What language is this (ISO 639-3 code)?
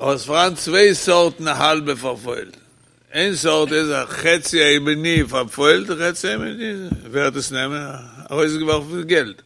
yid